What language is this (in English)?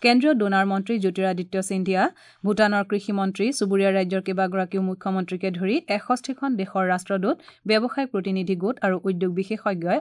Assamese